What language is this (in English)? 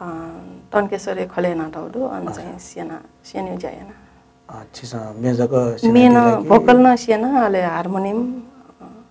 Newari